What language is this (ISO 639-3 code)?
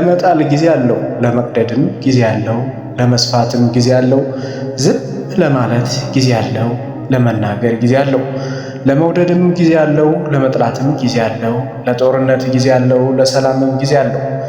amh